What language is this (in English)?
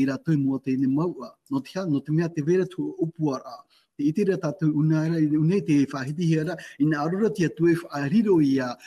Tahitian